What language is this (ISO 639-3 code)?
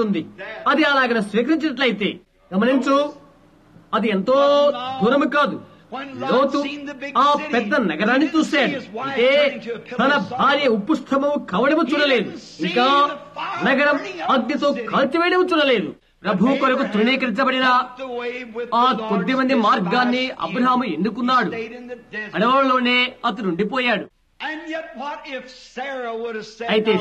tel